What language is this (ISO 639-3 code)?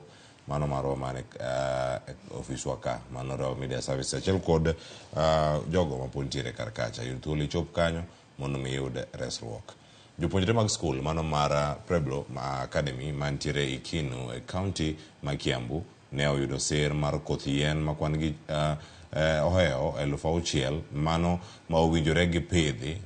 luo